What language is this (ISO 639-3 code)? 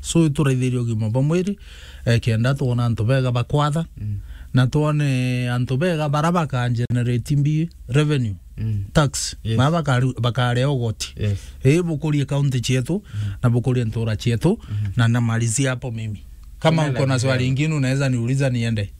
mer